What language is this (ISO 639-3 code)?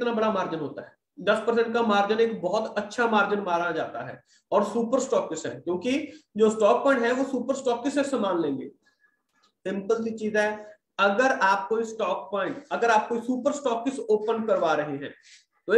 hin